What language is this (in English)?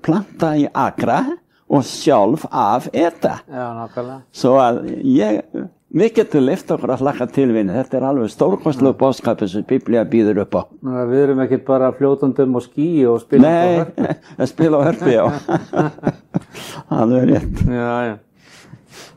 Icelandic